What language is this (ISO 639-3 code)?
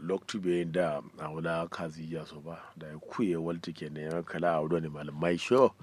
kau